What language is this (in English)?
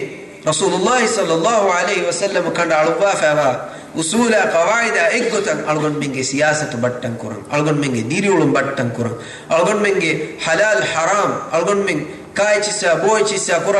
Divehi